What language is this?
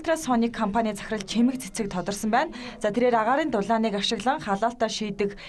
Mongolian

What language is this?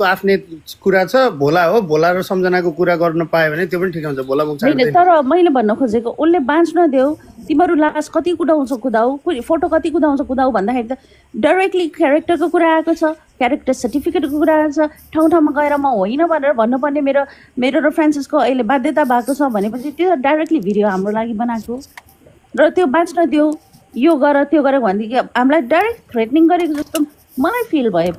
Nepali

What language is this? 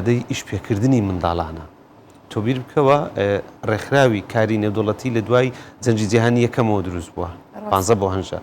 Central Kurdish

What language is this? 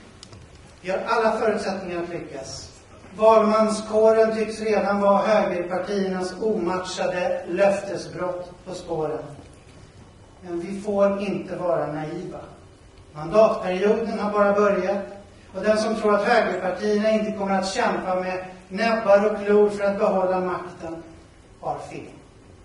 Swedish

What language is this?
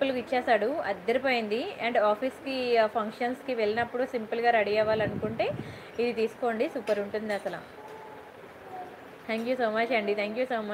Telugu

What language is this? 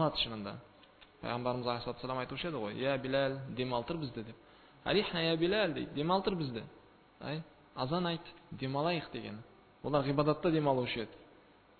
Kazakh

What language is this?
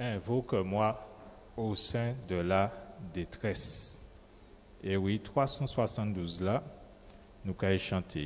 Guadeloupean Creole French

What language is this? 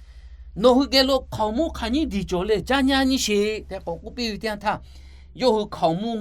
Lahu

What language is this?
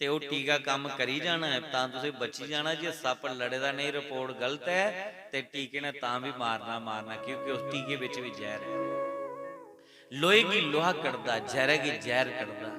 Dogri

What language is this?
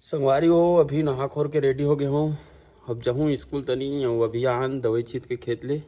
Chhattisgarhi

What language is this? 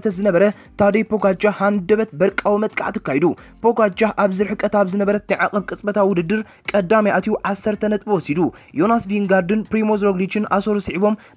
Tigrinya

